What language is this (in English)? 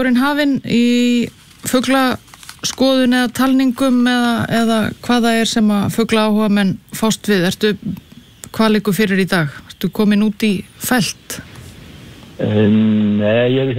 Icelandic